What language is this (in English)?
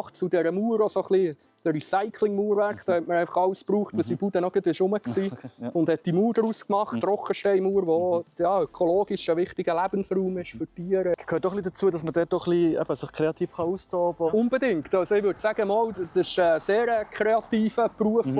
Swiss German